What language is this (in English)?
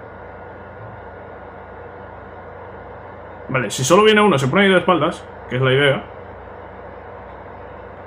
Spanish